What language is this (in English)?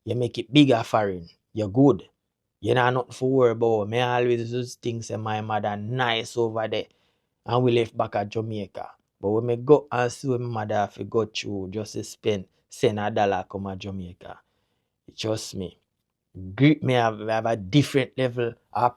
Jamaican Creole English